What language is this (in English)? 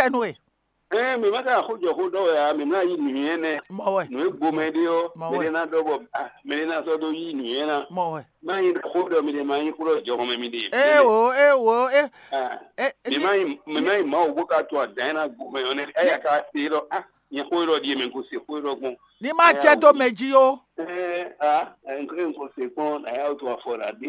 Fon